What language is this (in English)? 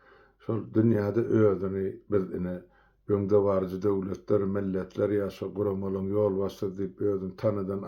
Turkmen